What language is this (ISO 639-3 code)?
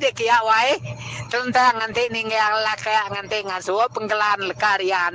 iba